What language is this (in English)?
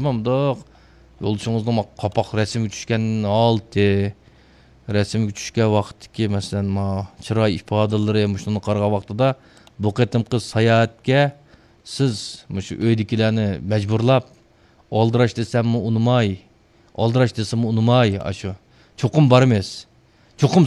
Uyghur